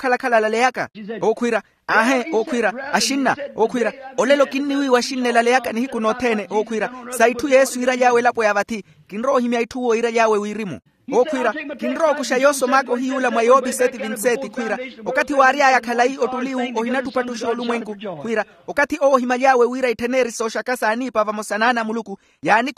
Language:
Makhuwa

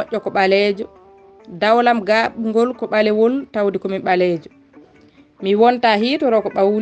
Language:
Fula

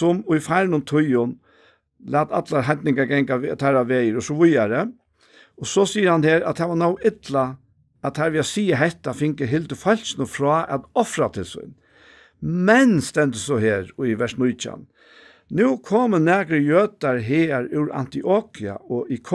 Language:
Faroese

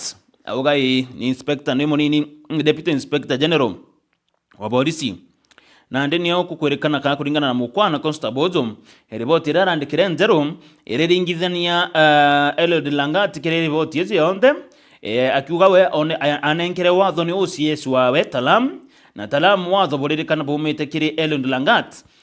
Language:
Meru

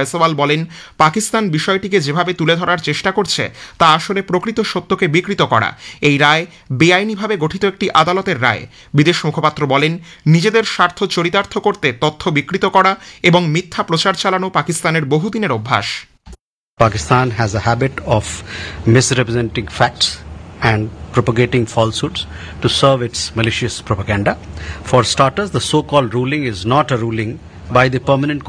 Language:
Bangla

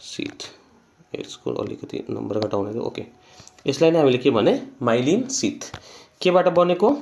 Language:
Nepali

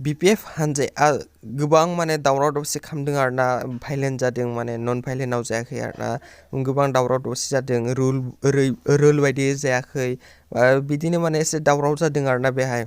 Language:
Bodo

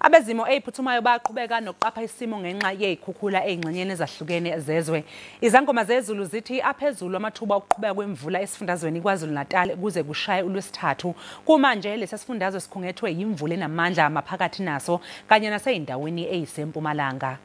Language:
Zulu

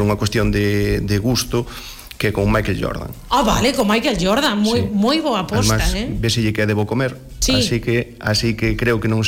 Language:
Galician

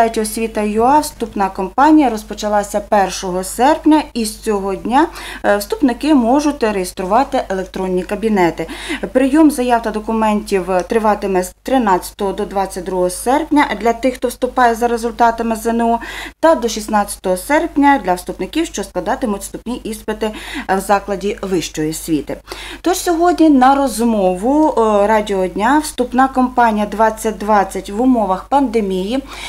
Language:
Ukrainian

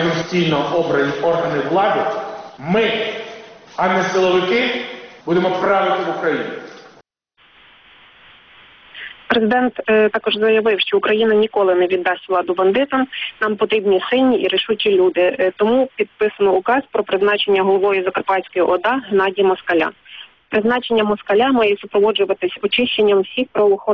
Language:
Ukrainian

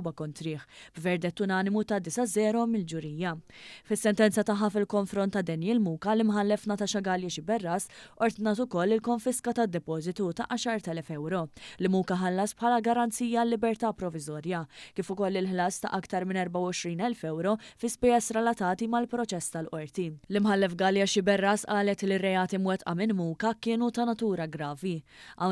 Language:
Maltese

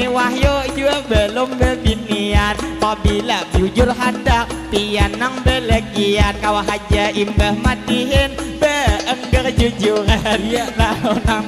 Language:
Banjar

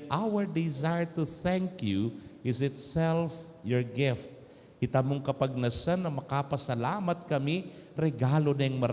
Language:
Pampanga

